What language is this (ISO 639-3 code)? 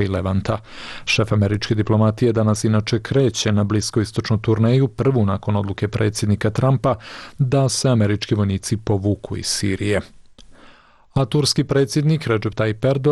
bos